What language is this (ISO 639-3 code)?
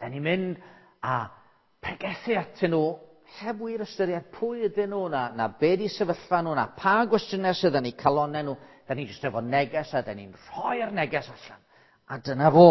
cym